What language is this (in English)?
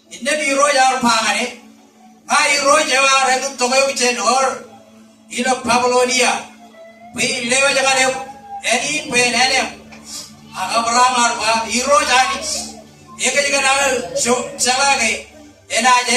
Marshallese